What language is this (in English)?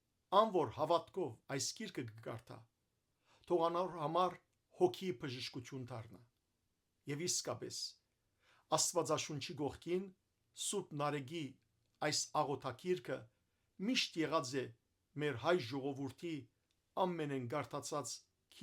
Western Armenian